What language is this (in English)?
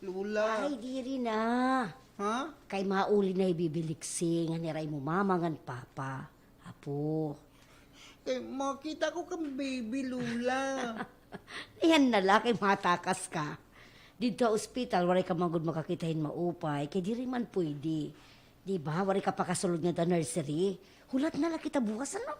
Waray